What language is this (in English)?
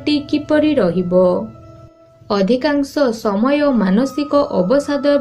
Odia